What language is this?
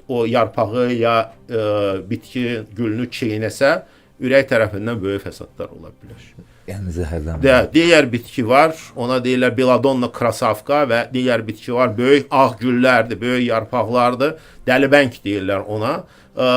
Azerbaijani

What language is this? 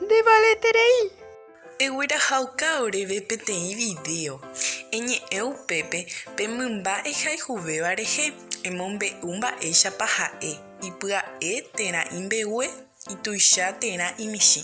Guarani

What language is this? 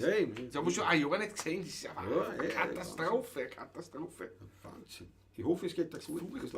Bavarian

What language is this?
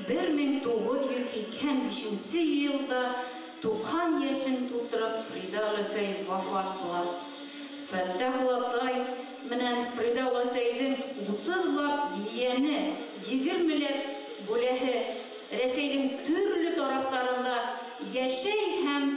Bashkir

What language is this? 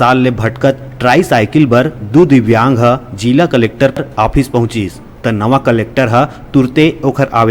Chhattisgarhi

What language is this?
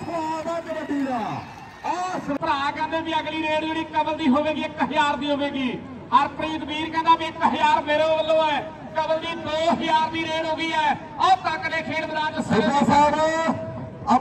Punjabi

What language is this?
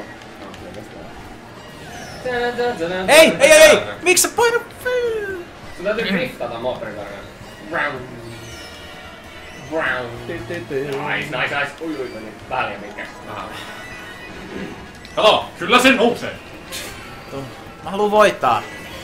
Finnish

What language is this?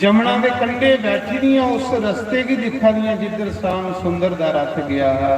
Dogri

